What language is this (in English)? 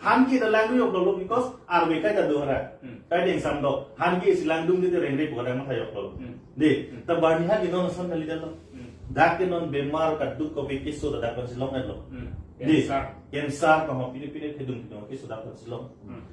Karbi